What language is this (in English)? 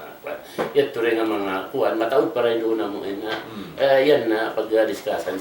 Tausug